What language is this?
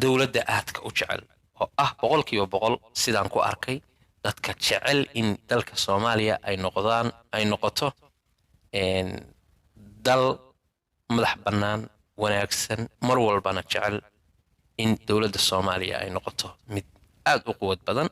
Somali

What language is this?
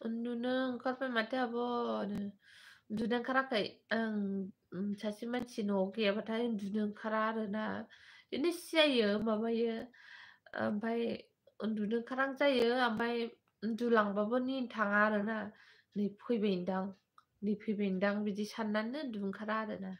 Bodo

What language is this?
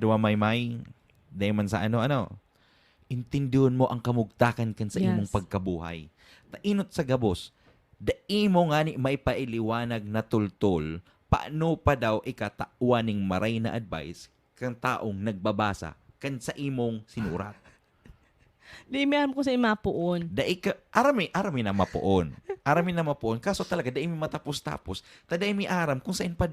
Bikol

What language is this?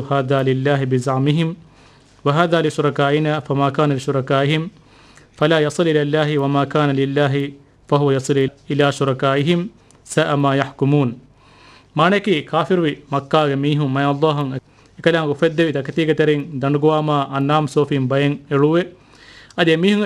Divehi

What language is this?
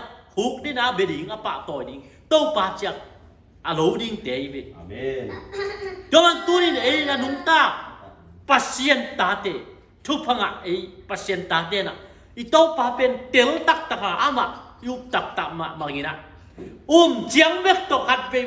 Tedim Chin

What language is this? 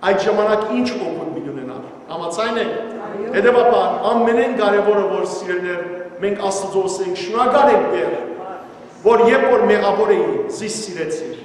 Western Armenian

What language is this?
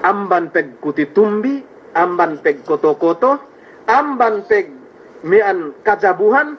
Yakan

